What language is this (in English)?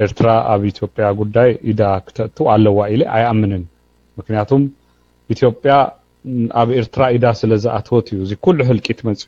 Tigrinya